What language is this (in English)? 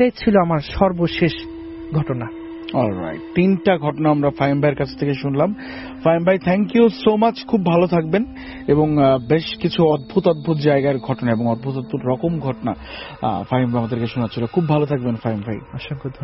Bangla